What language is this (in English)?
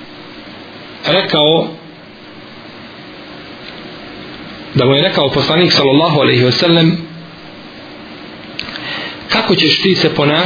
Bosnian